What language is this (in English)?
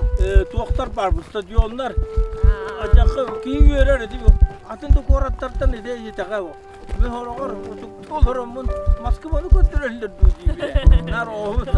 Yakut